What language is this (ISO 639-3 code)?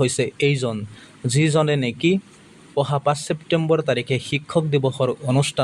asm